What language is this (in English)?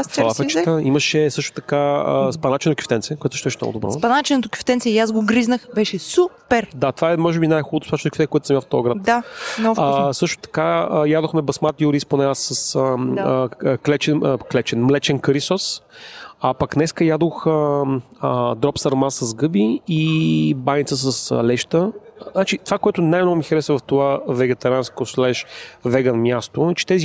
Bulgarian